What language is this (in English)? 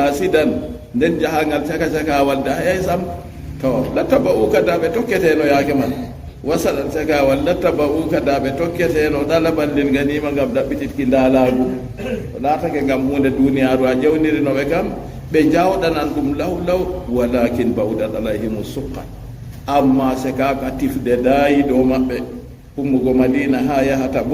Fula